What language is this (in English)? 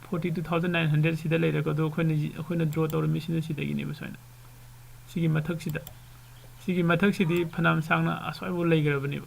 Manipuri